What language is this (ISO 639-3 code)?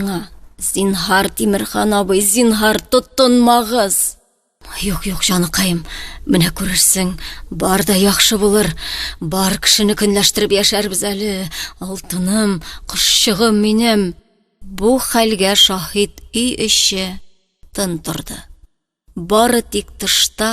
tat